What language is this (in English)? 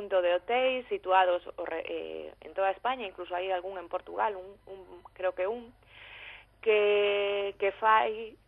Galician